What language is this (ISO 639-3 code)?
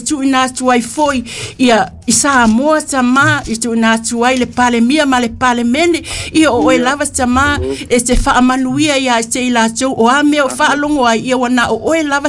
smo